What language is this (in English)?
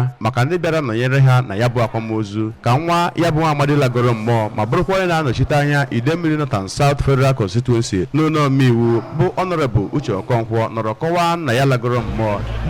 Igbo